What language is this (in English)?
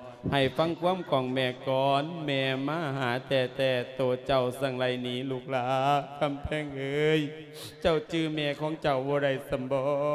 Lao